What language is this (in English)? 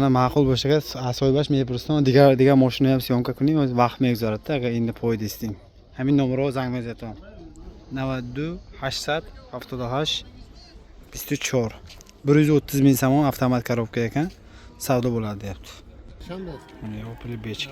Tajik